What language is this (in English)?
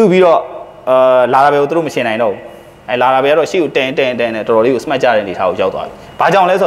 Burmese